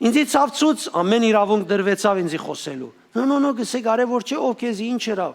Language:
Western Armenian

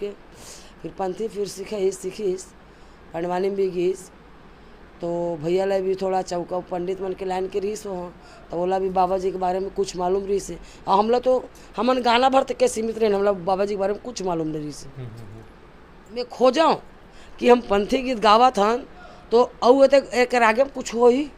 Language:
Chhattisgarhi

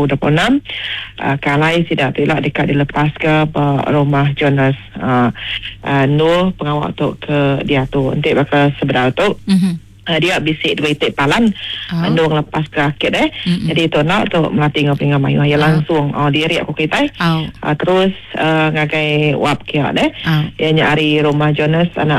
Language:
Iban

